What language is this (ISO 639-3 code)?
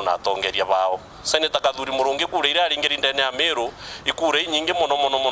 mer